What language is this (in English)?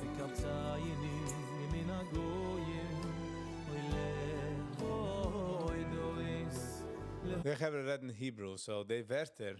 Yiddish